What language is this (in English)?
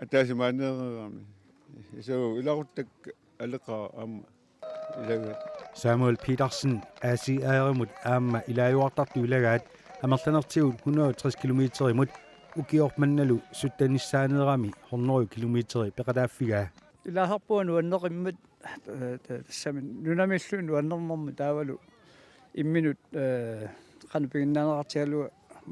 Kalaallisut